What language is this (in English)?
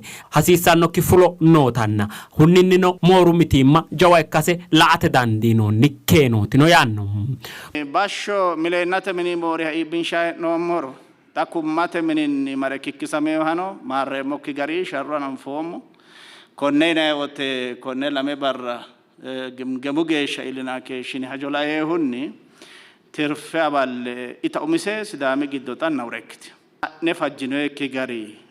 Sidamo